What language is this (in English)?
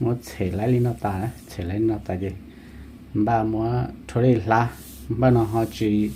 Hmong